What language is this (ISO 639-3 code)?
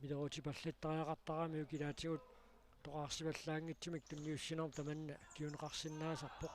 kal